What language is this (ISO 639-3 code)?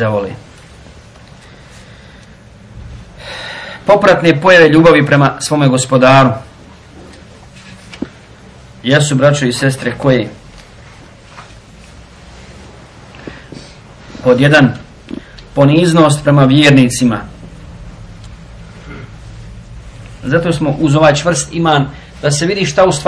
bos